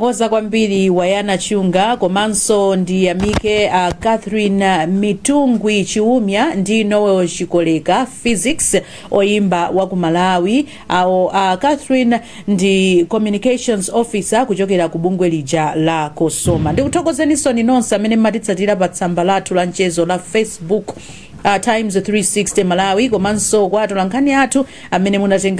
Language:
Nyanja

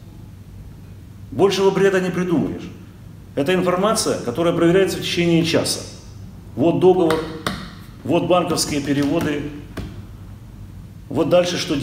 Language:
Russian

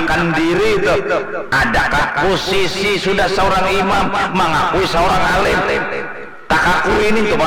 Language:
Banjar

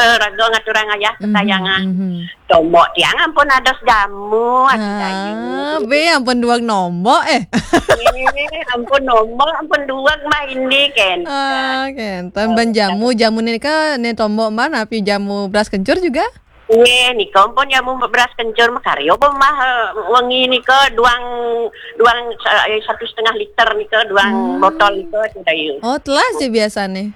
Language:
Balinese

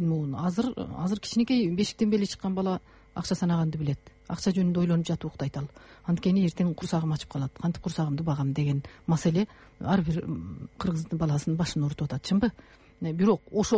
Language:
Kyrgyz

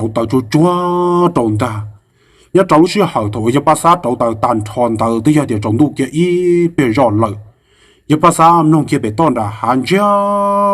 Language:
Hmong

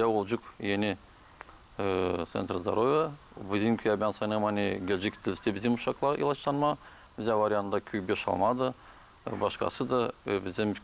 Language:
Gagauz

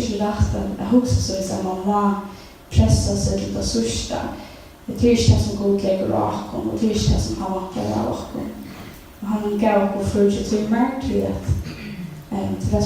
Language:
Faroese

